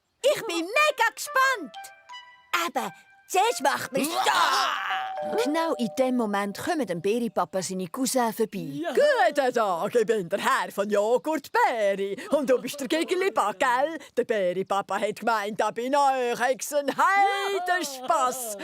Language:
Swiss German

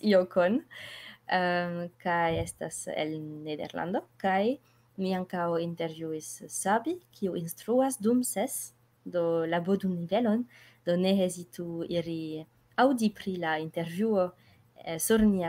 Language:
Esperanto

